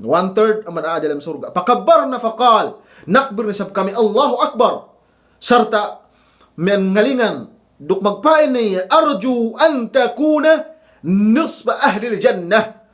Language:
Yakan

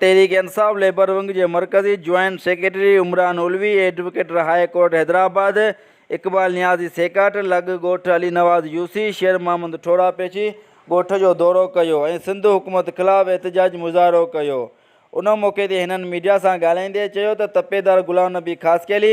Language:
Sindhi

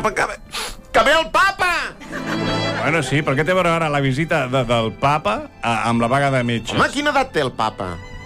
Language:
Catalan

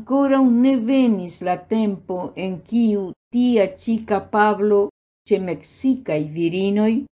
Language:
Esperanto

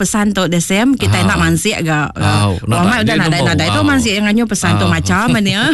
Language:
Iban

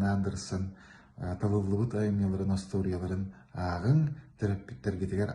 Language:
Yakut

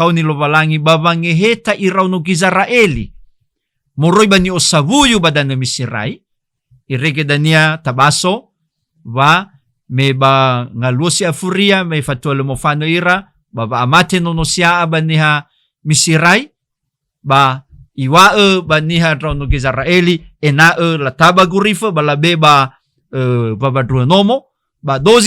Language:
Nias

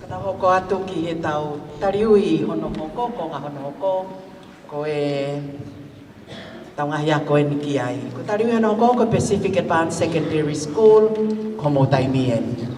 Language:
Tongan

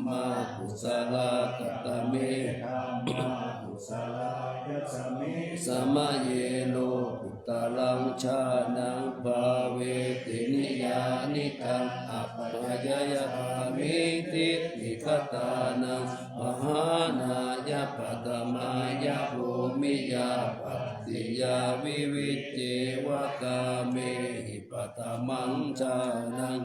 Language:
Pali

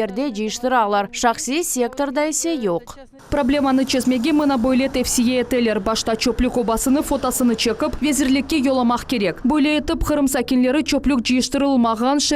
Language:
Crimean Tatar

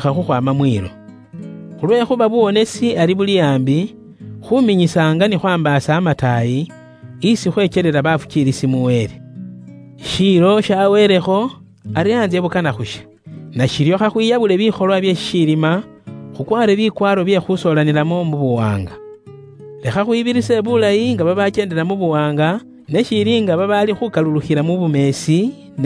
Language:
Luyia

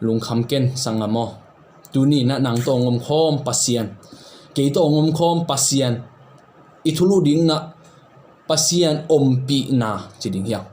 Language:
Tedim Chin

